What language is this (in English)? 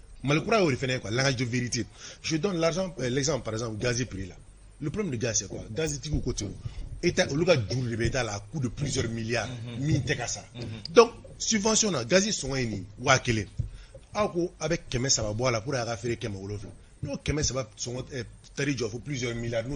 Bambara